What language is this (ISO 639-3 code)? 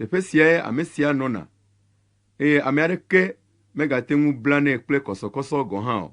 ewe